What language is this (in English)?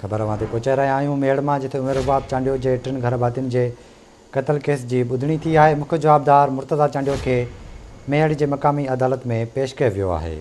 Sindhi